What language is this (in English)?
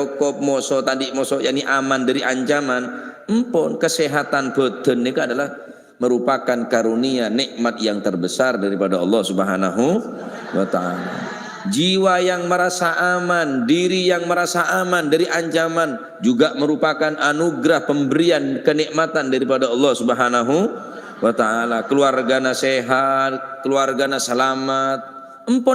Madurese